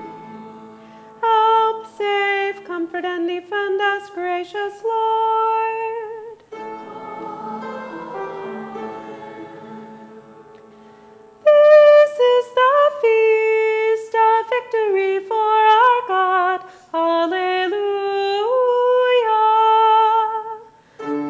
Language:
English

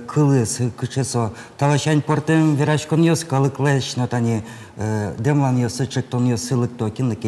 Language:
Udmurt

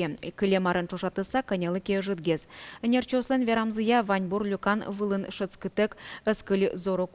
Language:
Udmurt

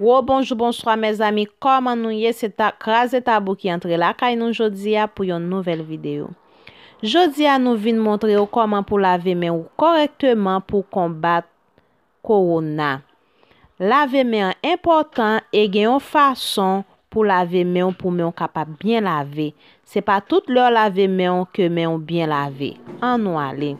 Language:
Haitian Creole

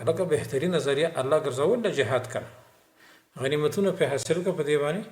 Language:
Pashto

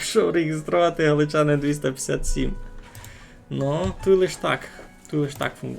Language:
Rusyn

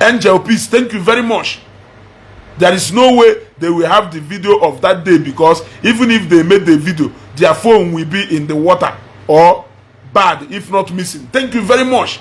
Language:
Igbo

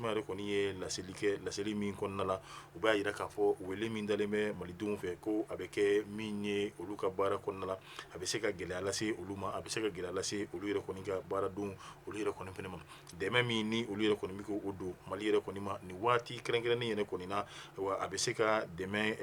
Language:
Bambara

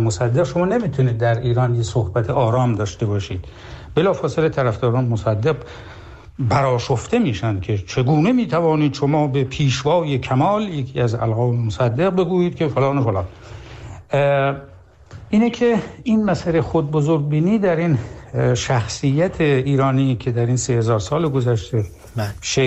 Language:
Persian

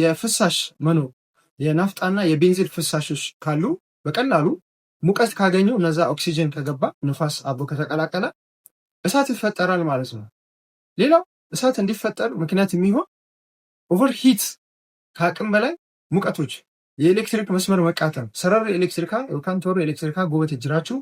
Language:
Amharic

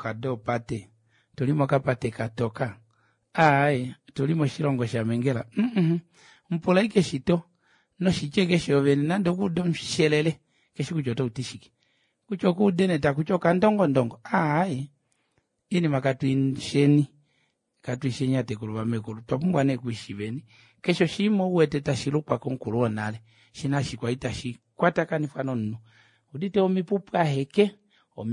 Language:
Kuanyama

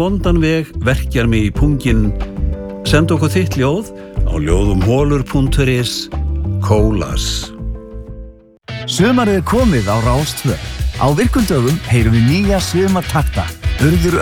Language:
Icelandic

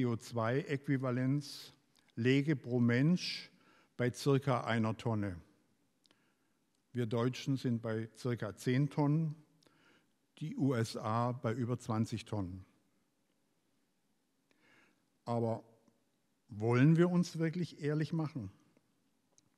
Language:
German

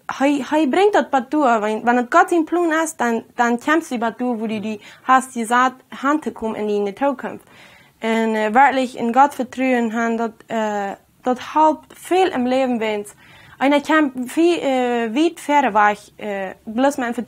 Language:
Plautdietsch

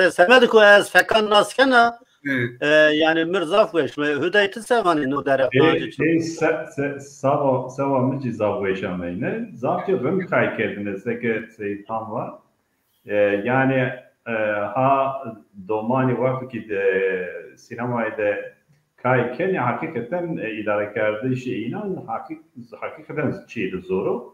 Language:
Zaza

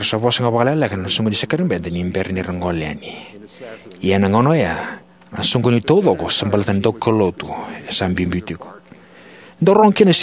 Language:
Fijian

